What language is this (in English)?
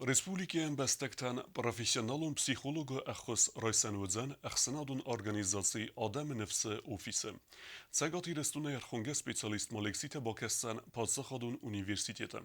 Ossetic